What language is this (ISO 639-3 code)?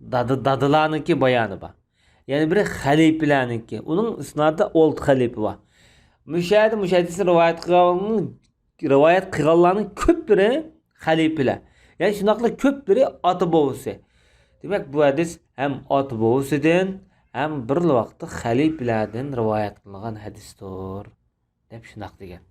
uig